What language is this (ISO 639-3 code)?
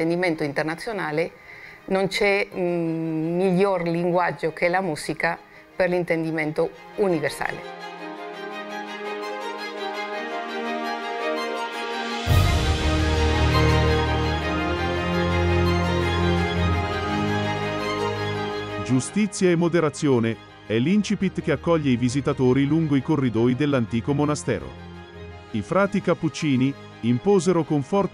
ita